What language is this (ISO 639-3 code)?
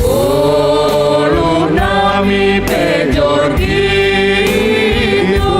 bts